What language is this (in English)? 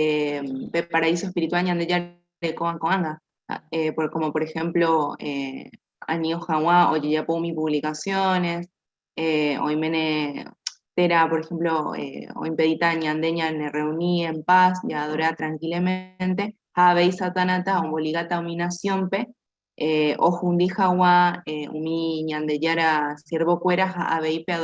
Guarani